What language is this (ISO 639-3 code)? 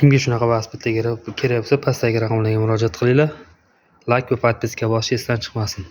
uzb